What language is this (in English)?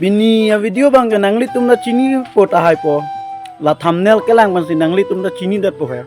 Karbi